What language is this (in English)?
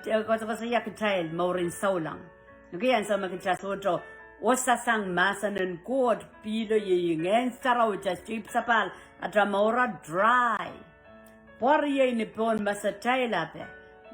Pohnpeian